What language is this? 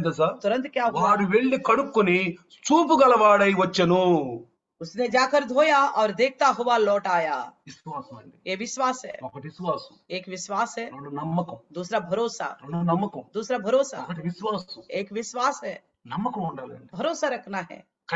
Telugu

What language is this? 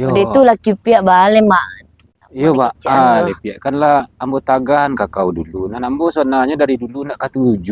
Minangkabau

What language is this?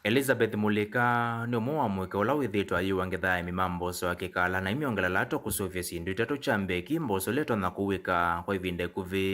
Kamba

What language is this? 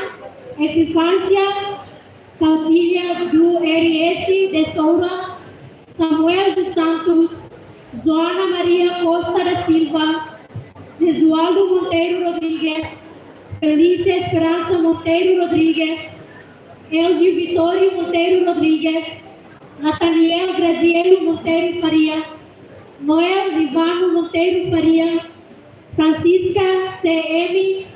Tetum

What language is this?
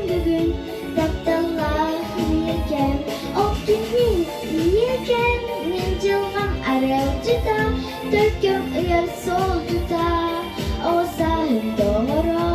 Yakut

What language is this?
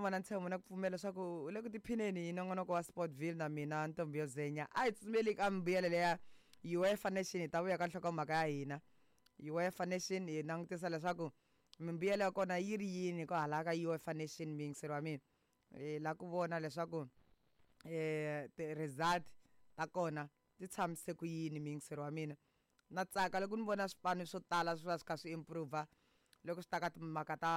Tsonga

